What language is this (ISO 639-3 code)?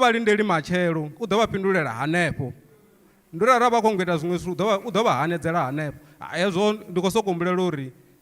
ven